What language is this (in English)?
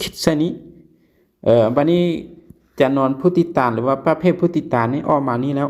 Lao